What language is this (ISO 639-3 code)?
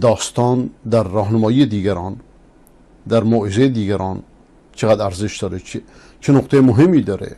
fas